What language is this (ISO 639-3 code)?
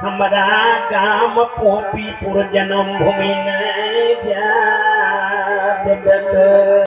mai